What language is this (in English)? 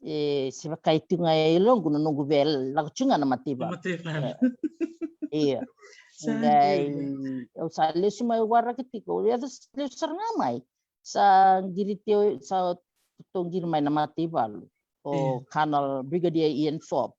Fijian